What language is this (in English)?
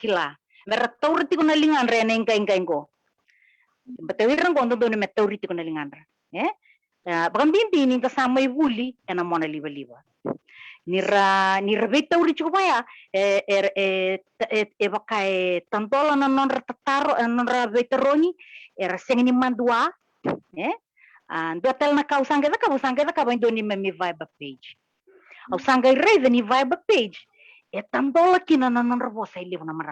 Fijian